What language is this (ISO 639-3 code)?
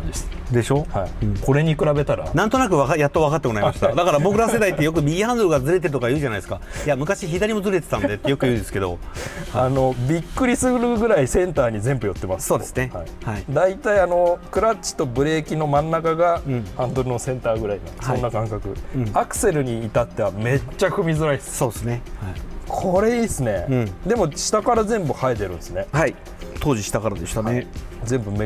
jpn